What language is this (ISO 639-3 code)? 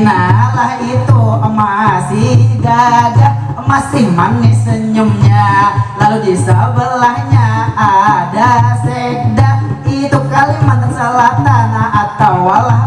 bjn